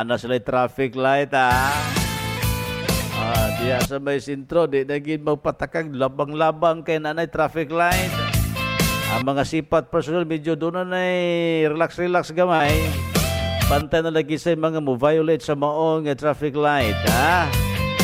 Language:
Cebuano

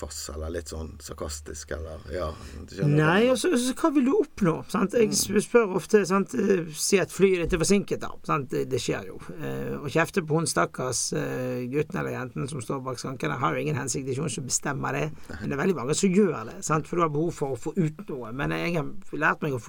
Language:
Norwegian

